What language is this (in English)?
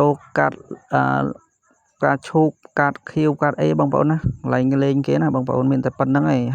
Khmer